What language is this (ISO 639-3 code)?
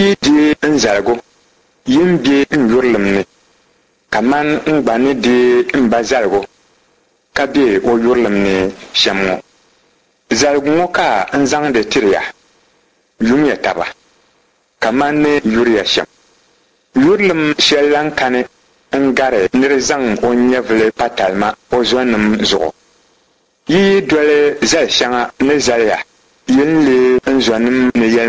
dag